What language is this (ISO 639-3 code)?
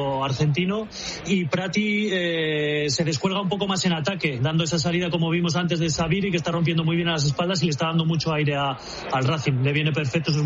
spa